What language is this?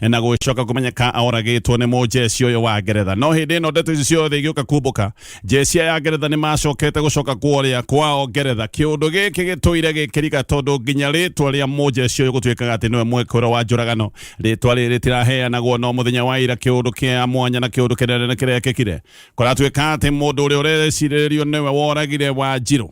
Kikuyu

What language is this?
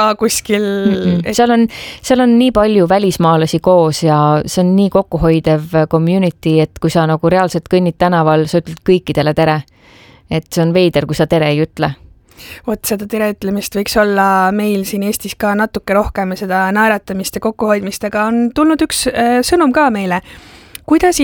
Estonian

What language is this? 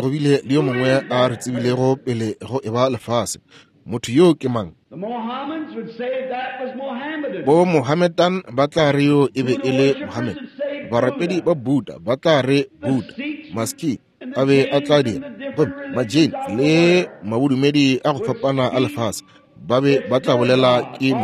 Northern Sotho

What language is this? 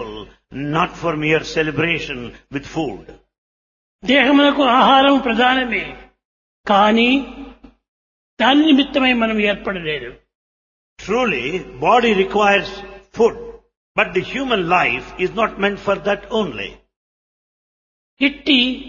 Telugu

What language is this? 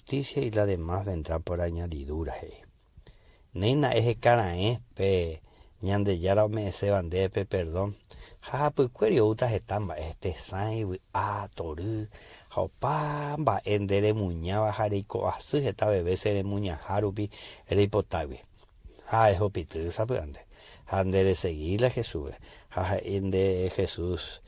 Guarani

